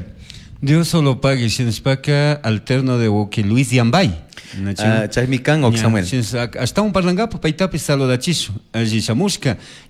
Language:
Chimborazo Highland Quichua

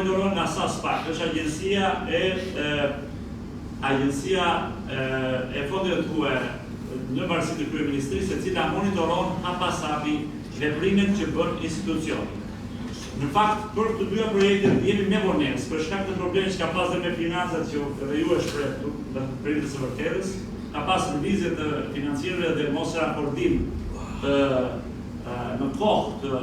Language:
Albanian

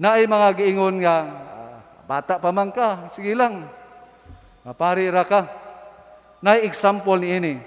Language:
Cebuano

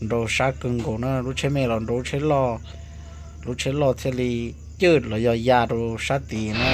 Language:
Hmong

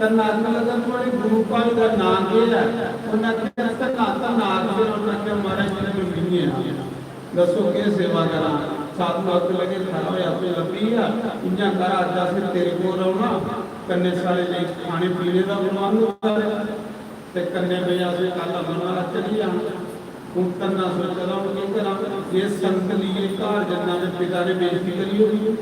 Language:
Dogri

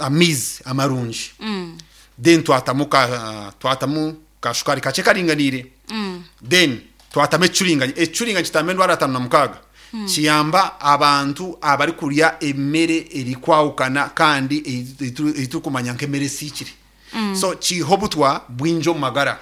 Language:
Nyankole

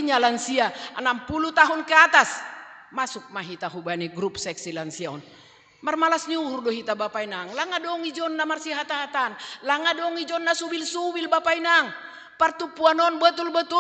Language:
Batak Simalungun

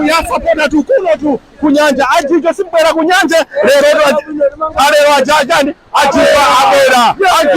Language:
Nyanja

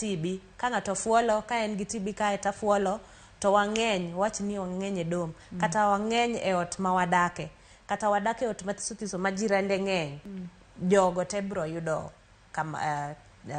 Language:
Luo (Kenya and Tanzania)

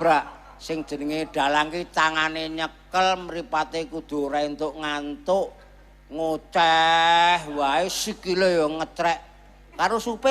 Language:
Javanese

